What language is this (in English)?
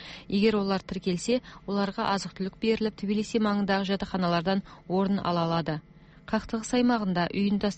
Kazakh